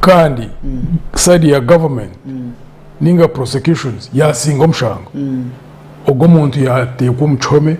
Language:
Nyankole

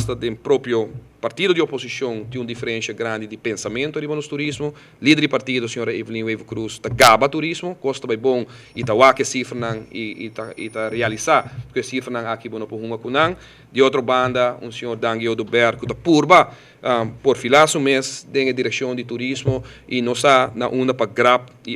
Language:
Papiamento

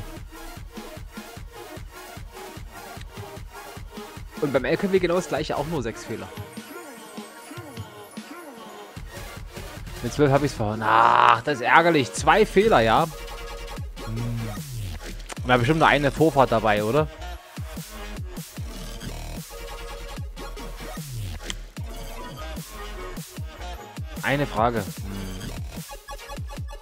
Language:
German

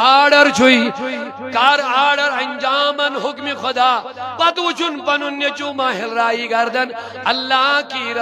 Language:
Kashmiri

